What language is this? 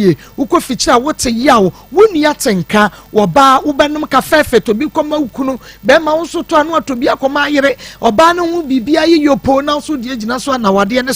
Akan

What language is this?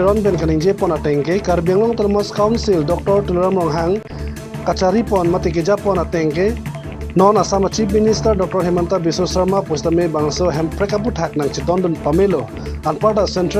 Karbi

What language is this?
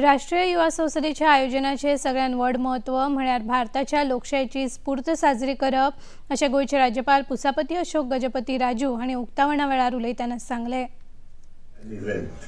Konkani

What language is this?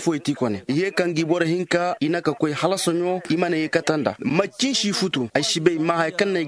Zarma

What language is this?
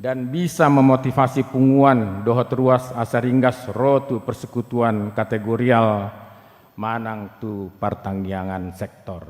Batak Toba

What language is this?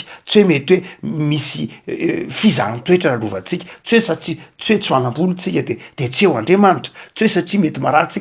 Malagasy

